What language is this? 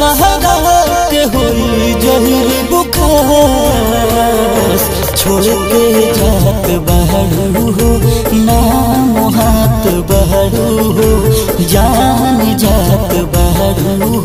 Bhojpuri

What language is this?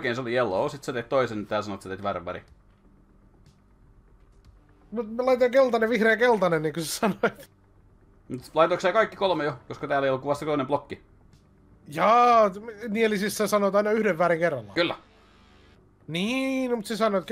Finnish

